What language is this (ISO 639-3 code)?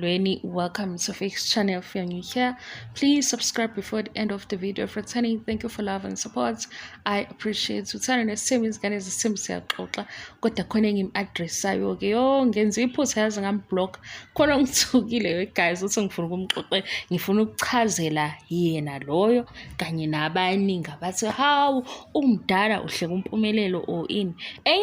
zul